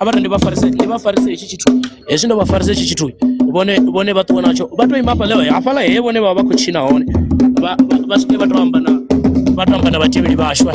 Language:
Venda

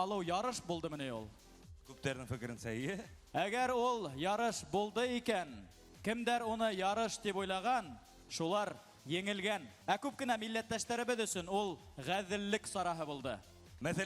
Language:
Bashkir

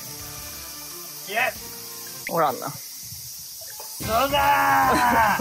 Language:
Japanese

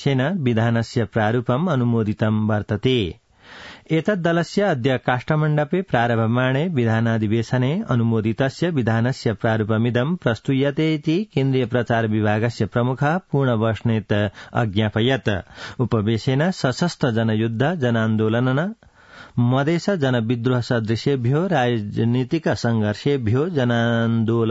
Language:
Sanskrit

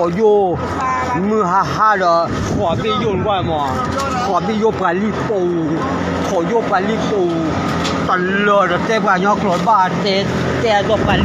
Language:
S'gaw Karen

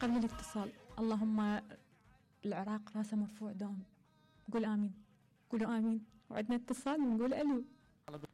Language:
Mesopotamian Arabic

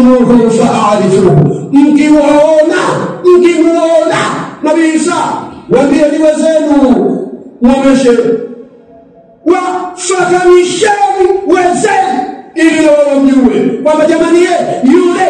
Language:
Swahili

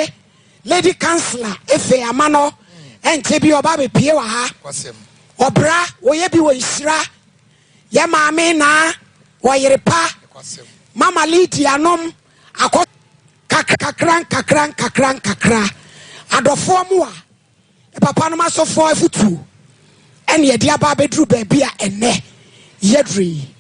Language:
Akan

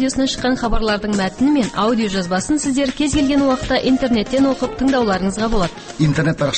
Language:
Kazakh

